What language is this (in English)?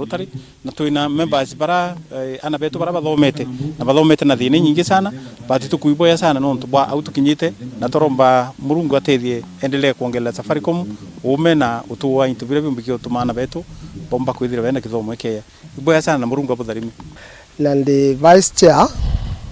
Meru